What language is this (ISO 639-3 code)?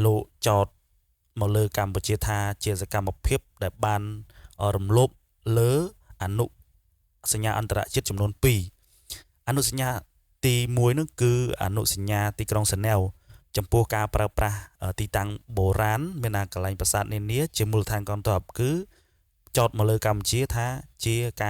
khm